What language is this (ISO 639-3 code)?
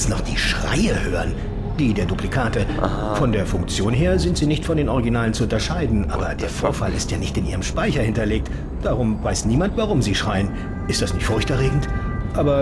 gsw